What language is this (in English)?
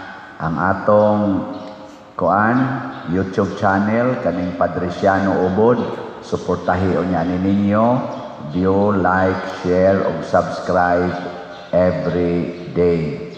Cebuano